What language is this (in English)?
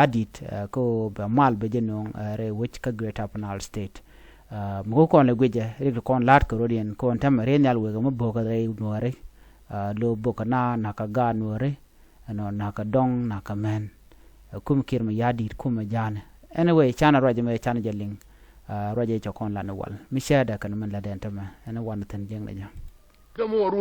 Nuer